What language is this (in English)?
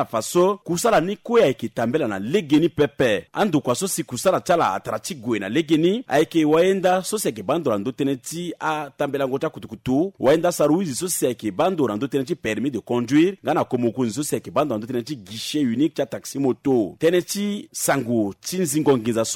Sango